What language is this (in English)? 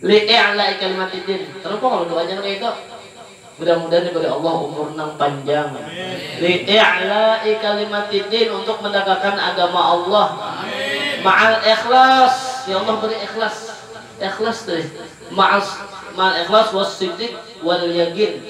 Banjar